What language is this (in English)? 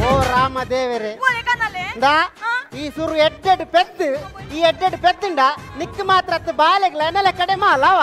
Tulu